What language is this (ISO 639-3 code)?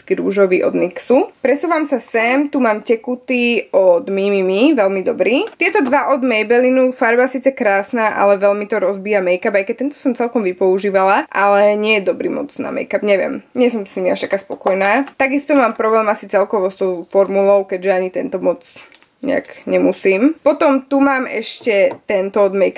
slk